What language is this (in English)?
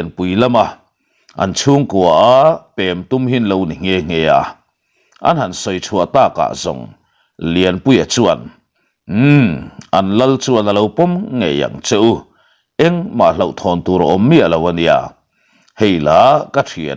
Mizo